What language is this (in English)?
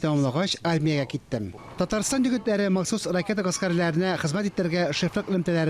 Tatar